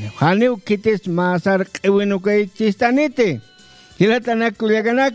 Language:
Aymara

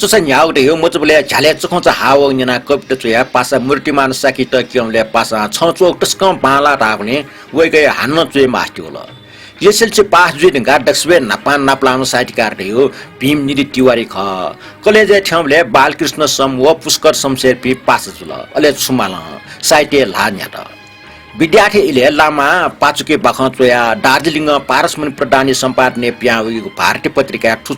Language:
Newari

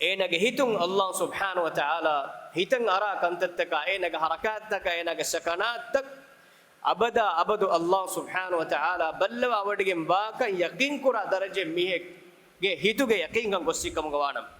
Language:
Divehi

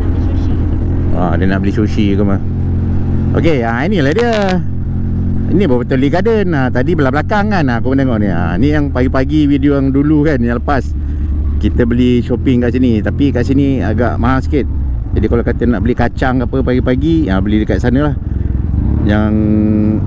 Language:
Malay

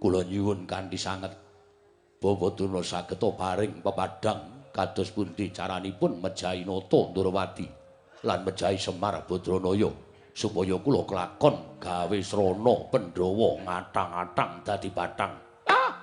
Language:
Javanese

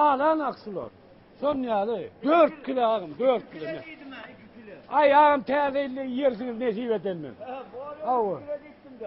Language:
Turkmen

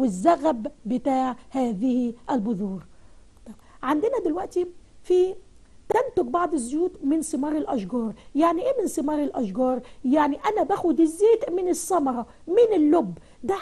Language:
Egyptian Arabic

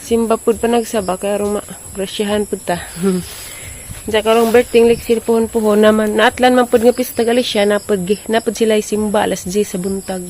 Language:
Cebuano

